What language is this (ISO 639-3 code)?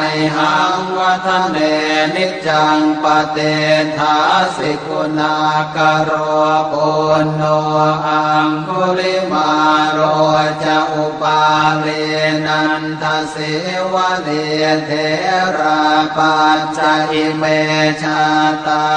pli